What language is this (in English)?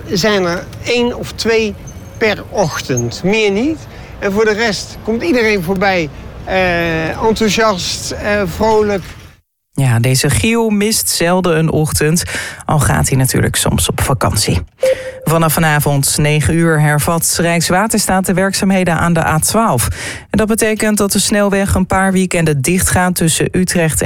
Dutch